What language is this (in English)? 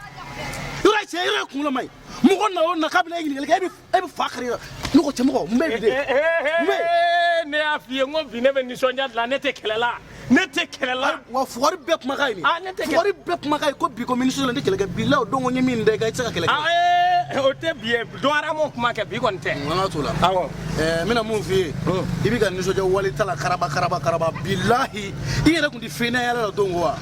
Bambara